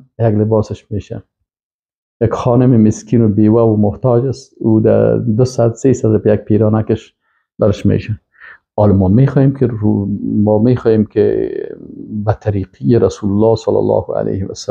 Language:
Persian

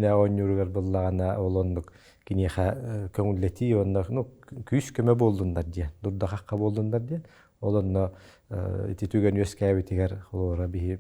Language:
Yakut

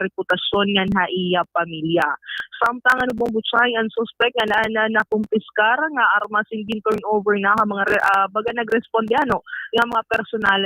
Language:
Waray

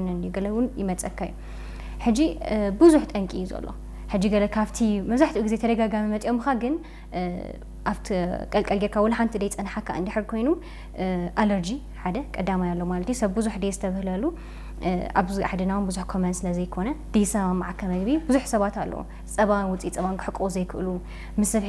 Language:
Tigrinya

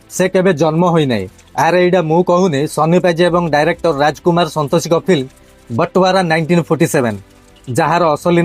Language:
Odia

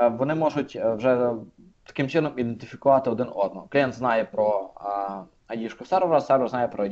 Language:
Ukrainian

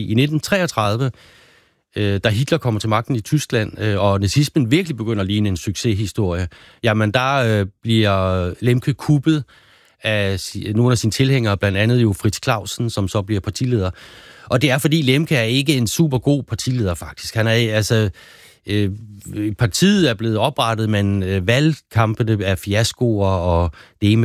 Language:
Danish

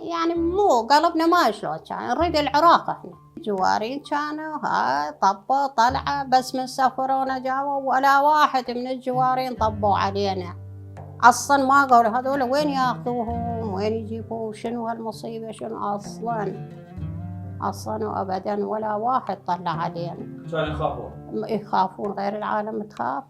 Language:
Mesopotamian Arabic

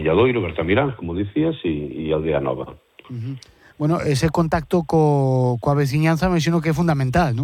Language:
Galician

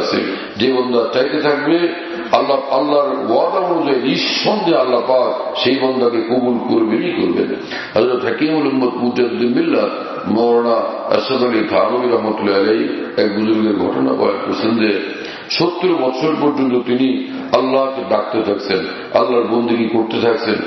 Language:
Bangla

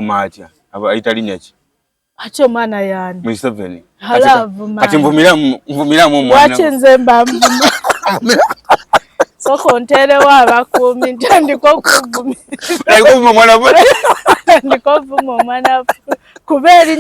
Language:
Ganda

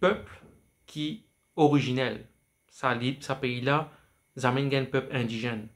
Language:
Morisyen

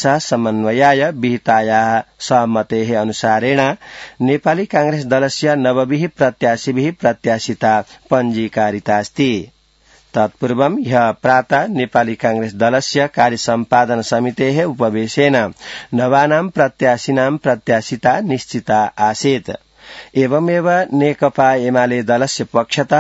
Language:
Sanskrit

